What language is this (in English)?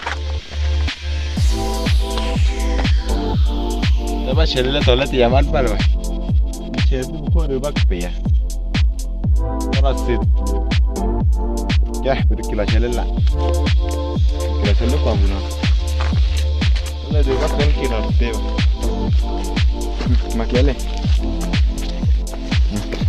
Malay